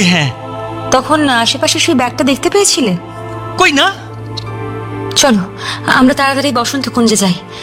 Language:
Bangla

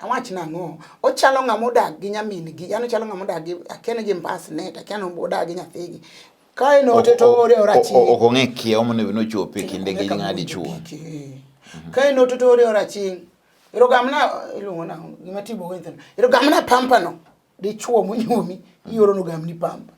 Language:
Luo (Kenya and Tanzania)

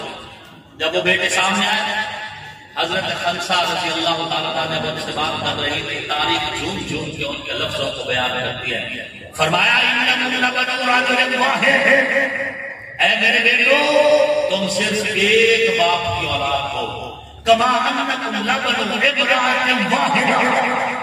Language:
Urdu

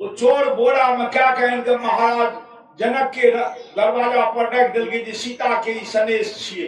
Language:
Maithili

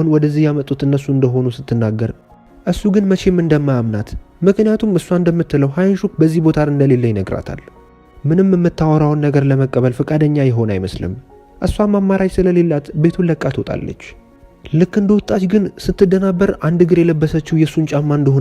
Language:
Amharic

